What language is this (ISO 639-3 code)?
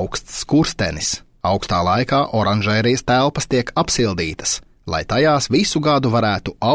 lav